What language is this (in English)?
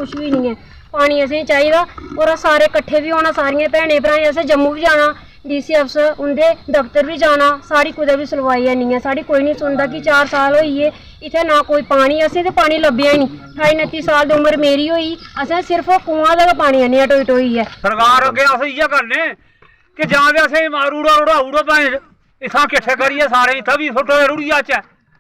Dogri